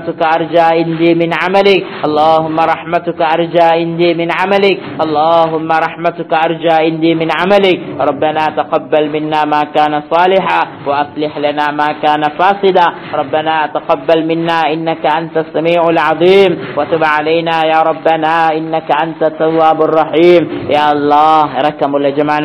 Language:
Tamil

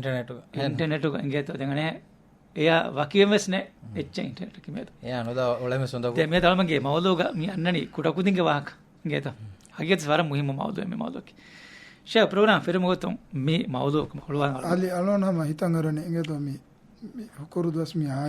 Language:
Divehi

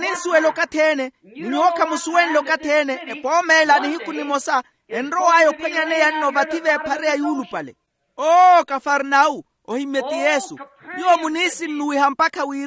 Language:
Makhuwa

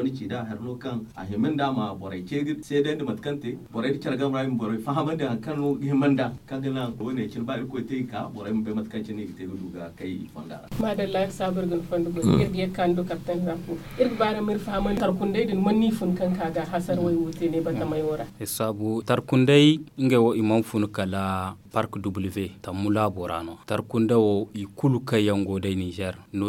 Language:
Zarma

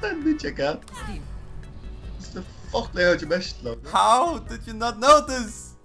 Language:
Faroese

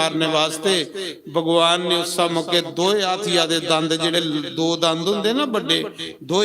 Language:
Dogri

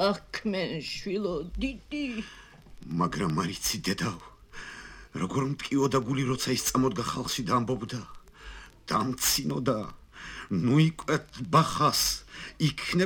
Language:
Georgian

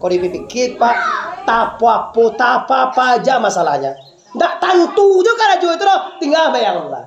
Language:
Minangkabau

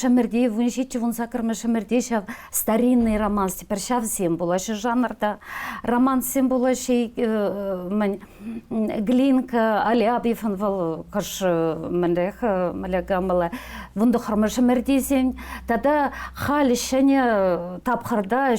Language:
Chuvash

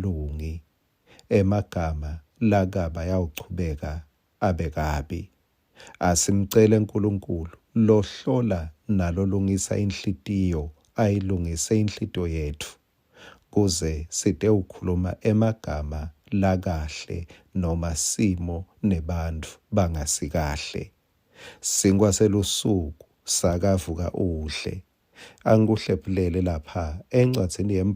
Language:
Swati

